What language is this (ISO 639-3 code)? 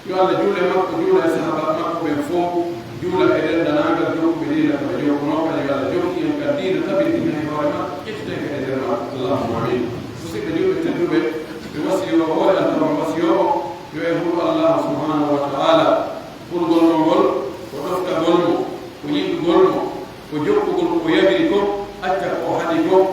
fuf